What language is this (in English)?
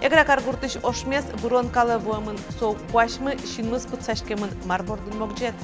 Udmurt